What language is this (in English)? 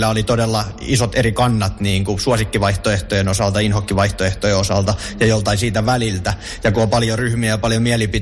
Finnish